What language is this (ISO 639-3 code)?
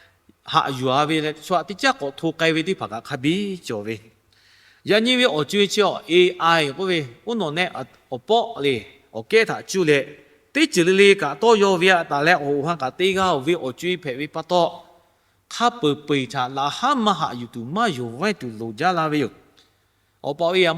lhu